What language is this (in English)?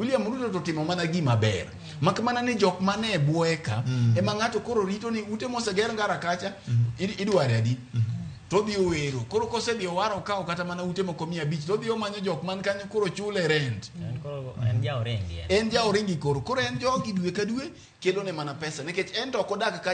Luo (Kenya and Tanzania)